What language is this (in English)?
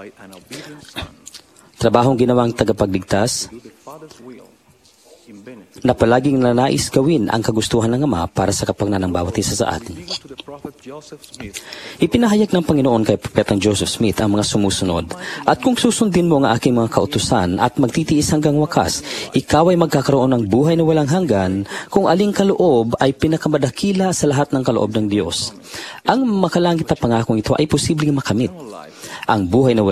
Filipino